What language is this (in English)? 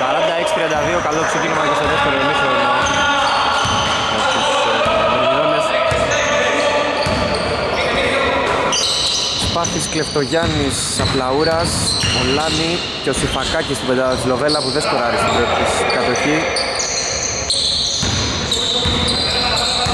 Greek